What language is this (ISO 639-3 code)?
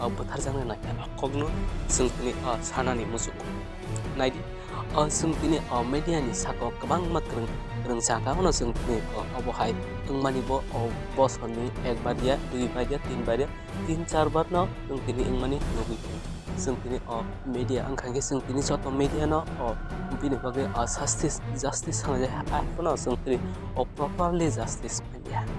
trp